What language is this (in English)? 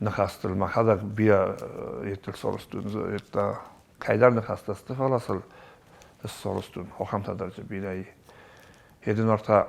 Ossetic